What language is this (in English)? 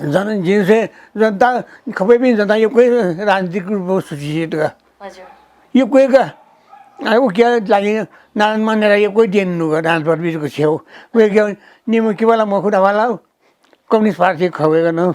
Newari